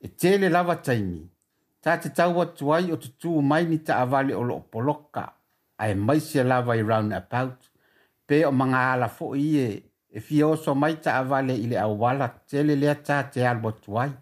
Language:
Samoan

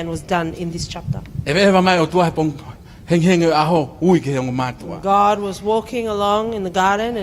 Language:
Tongan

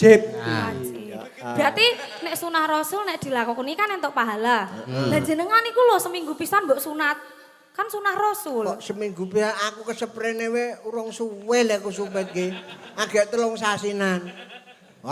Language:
Javanese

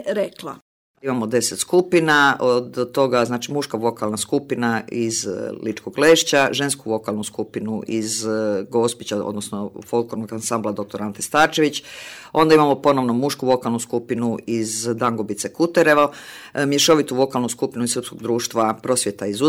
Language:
Croatian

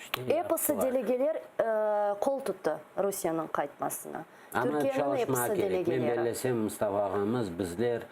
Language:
Crimean Tatar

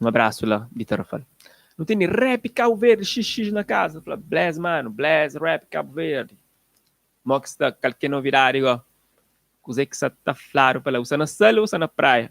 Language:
Kabuverdianu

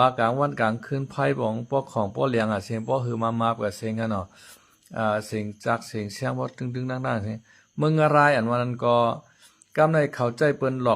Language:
Shan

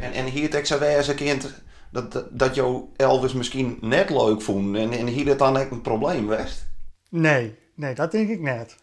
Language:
Western Frisian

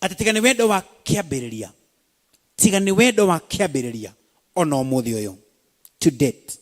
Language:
Kikuyu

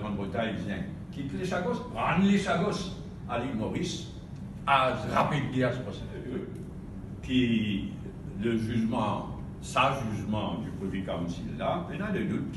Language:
Morisyen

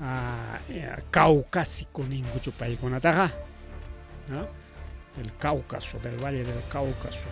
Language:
Ayacucho Quechua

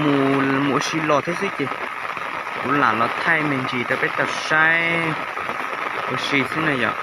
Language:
Hmong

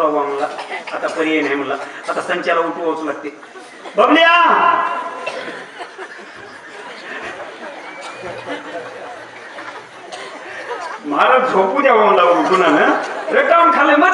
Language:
Marathi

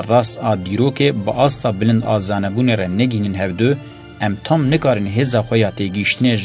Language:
Kurdish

